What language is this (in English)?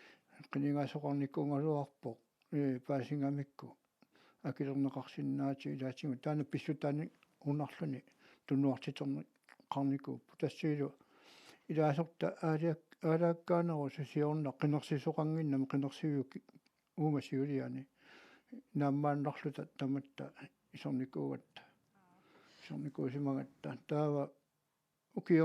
Kalaallisut